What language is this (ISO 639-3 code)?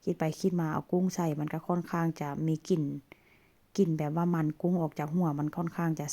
lao